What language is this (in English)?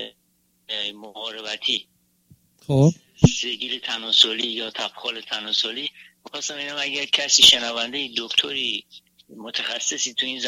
Persian